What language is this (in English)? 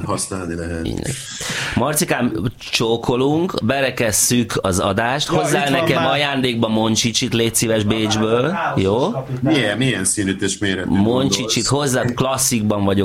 Hungarian